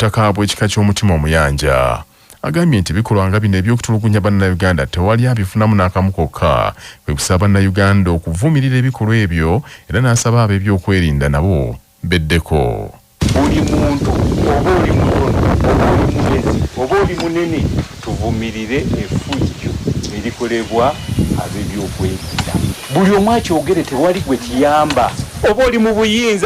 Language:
Ganda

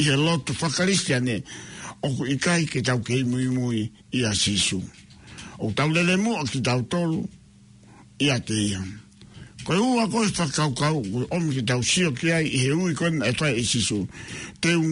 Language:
Tongan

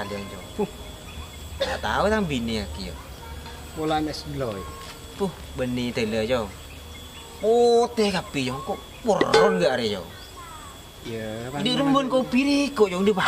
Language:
Madurese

